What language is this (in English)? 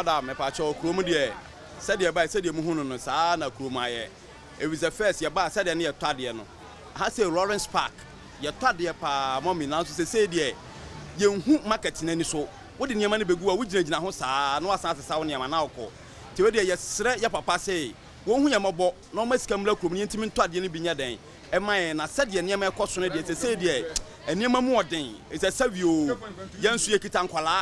Akan